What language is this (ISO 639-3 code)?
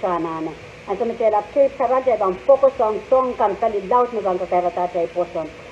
pon